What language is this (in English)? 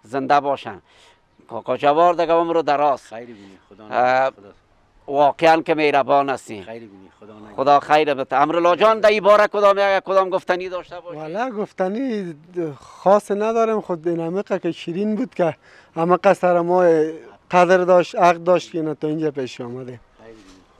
Persian